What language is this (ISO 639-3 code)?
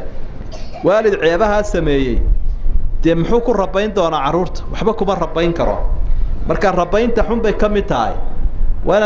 som